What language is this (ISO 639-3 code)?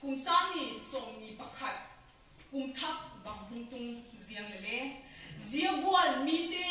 vap